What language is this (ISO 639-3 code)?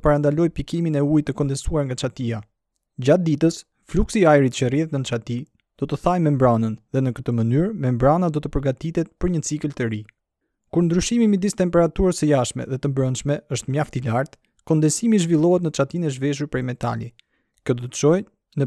sqi